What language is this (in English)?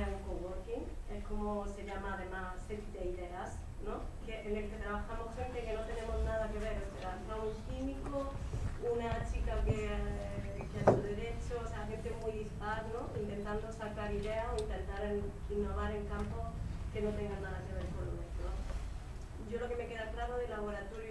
Spanish